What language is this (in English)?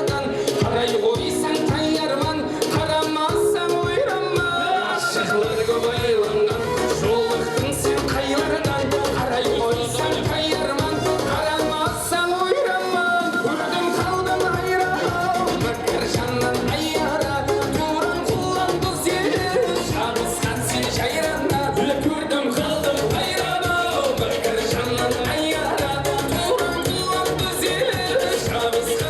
Kara-Kalpak